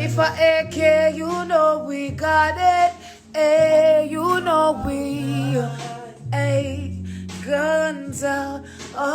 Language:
Jamaican Creole English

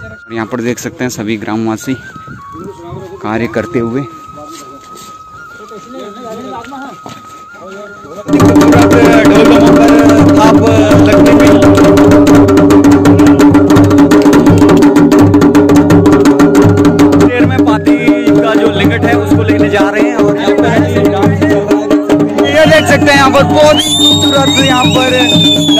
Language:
Hindi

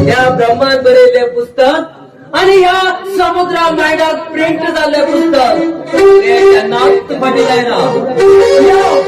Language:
Konkani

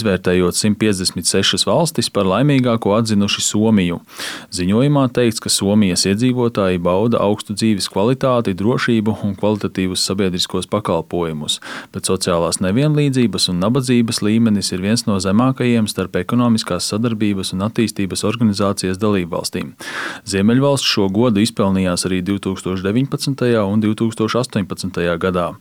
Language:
Latvian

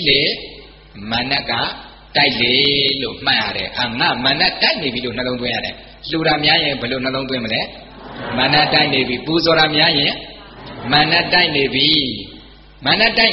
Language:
Burmese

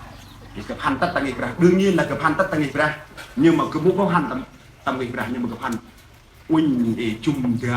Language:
Central Mnong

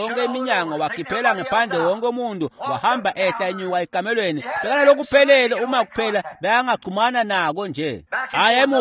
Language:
Swati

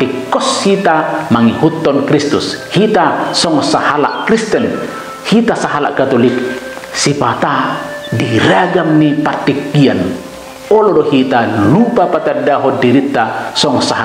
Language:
Batak Toba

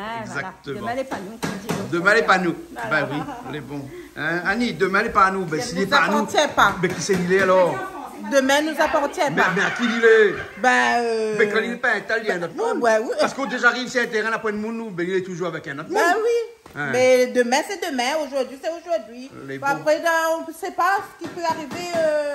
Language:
Réunion Creole French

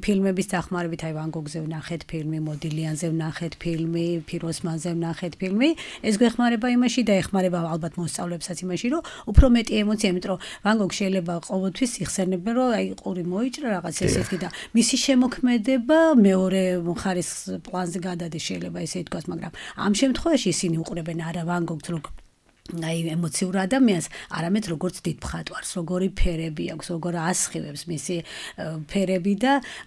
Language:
Georgian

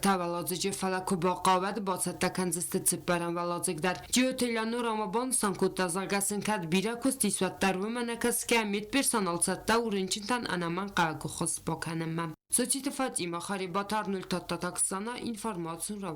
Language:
Ossetic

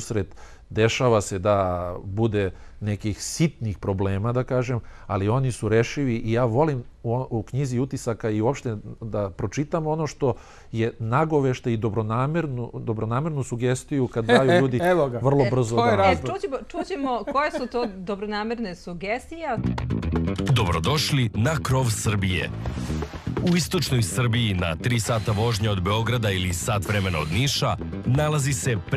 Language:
Serbian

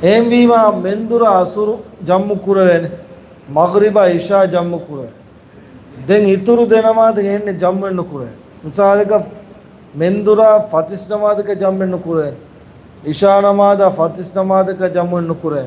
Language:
Divehi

